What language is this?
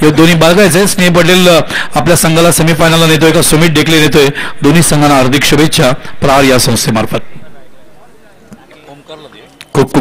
Marathi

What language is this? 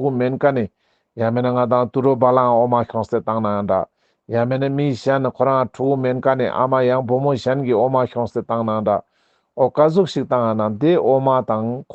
Ladakhi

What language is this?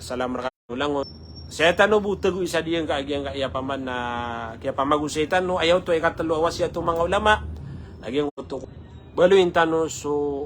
Maranao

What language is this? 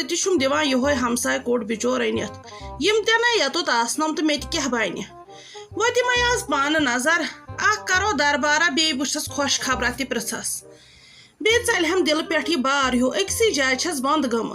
Kashmiri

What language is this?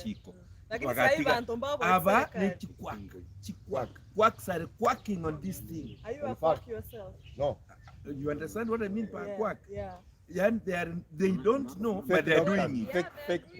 Gusii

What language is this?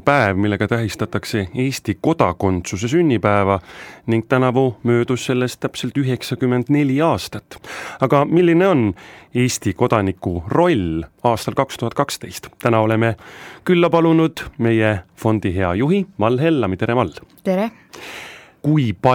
Estonian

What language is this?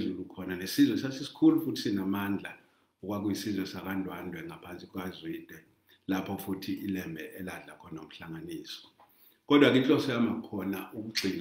Zulu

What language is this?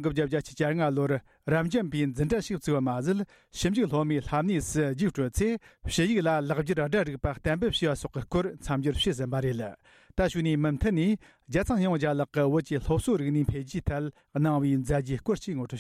Tibetan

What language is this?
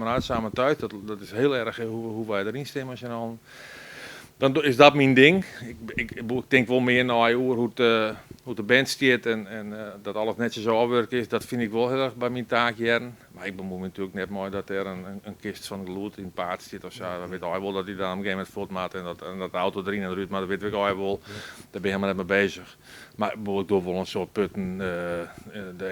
Western Frisian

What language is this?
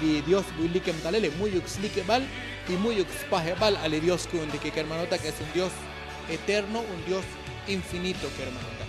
Tzotzil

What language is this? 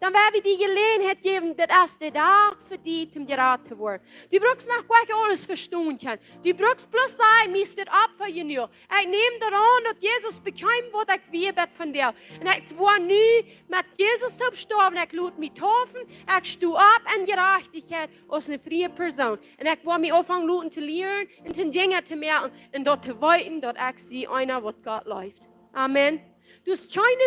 Plautdietsch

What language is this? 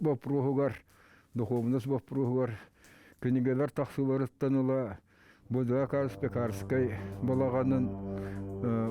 Yakut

